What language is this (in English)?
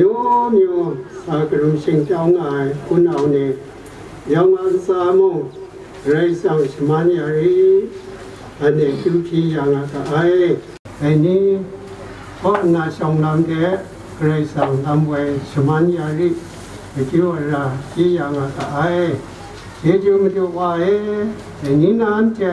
Kachin